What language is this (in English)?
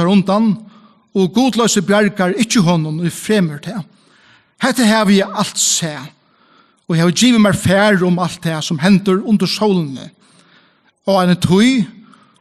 Faroese